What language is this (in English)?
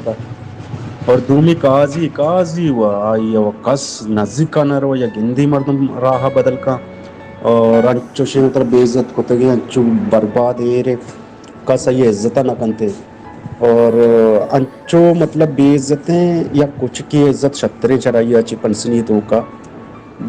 Baluchi